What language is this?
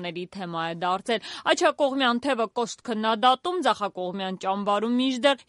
Armenian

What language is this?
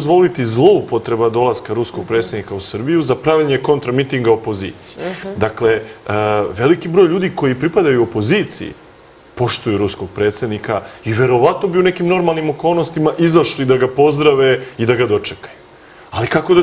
Serbian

